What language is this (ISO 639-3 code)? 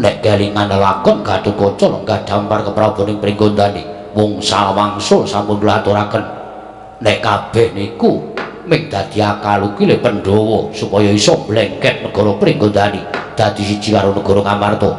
jav